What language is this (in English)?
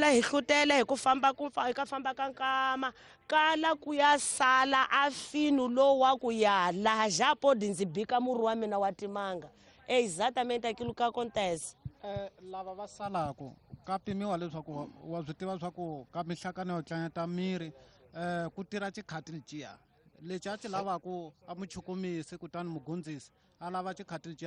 Tsonga